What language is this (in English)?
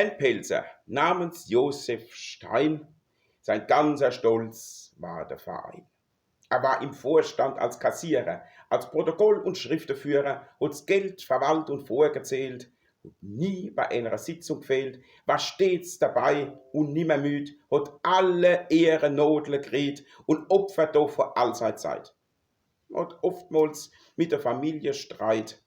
Palatine German